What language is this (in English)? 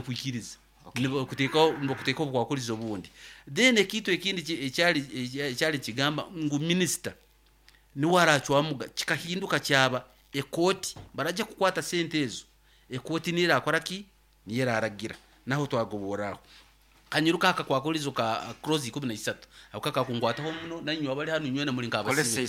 Nyankole